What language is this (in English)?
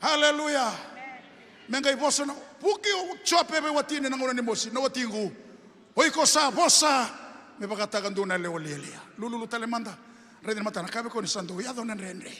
Fijian